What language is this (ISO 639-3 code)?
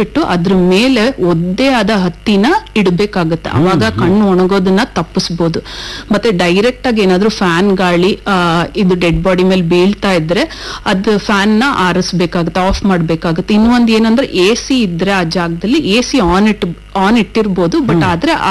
kan